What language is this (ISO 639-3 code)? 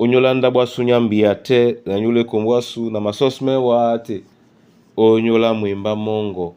dua